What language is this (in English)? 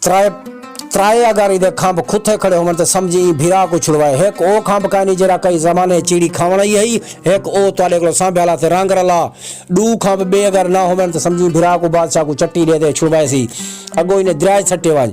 Saraiki